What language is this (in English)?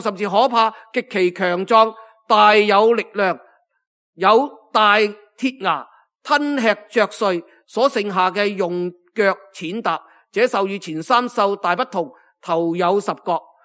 Cantonese